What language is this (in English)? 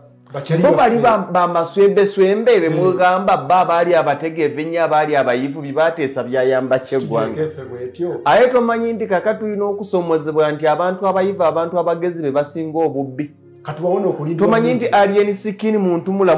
Ganda